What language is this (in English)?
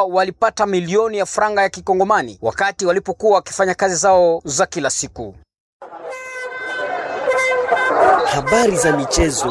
Swahili